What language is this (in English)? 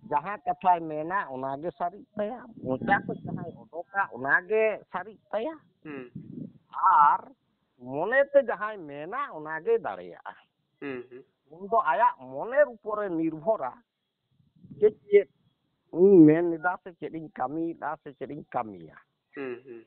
Santali